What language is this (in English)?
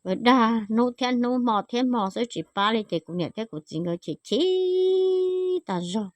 Hmong